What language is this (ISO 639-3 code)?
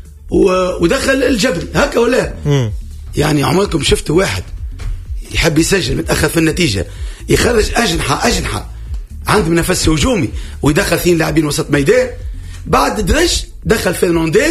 aeb